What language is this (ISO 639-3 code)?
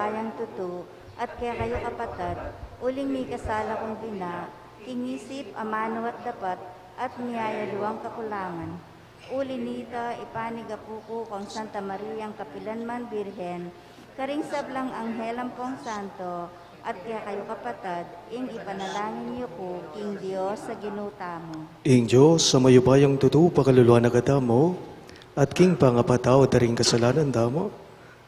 pam